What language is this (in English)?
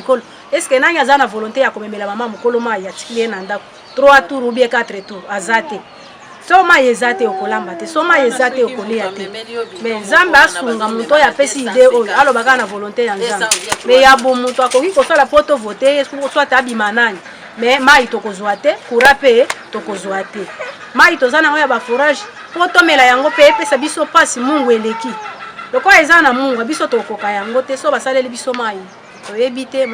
Lingala